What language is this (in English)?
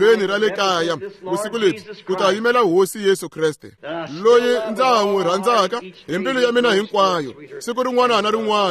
Tsonga